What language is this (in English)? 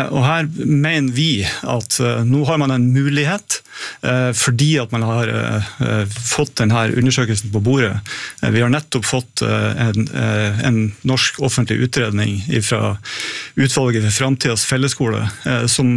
Norwegian